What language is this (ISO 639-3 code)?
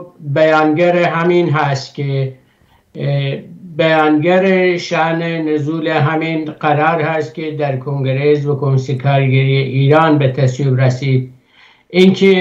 fas